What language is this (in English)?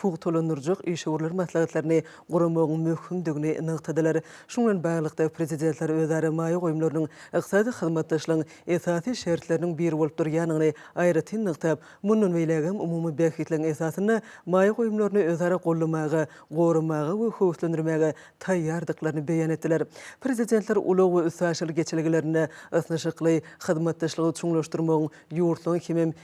Turkmen